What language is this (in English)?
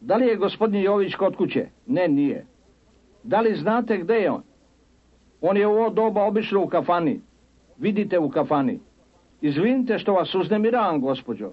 Serbian